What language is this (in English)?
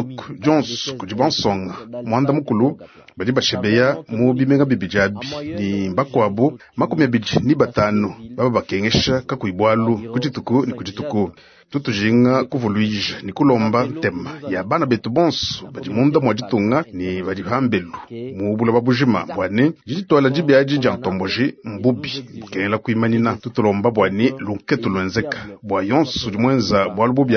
Luba-Lulua